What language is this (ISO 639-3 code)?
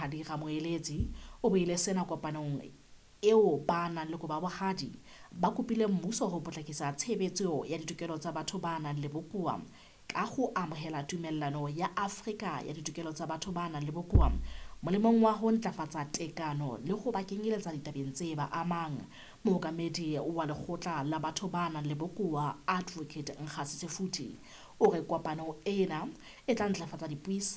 sot